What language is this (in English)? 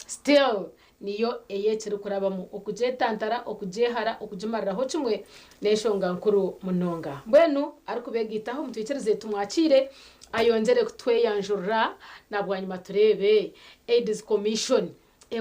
Nyankole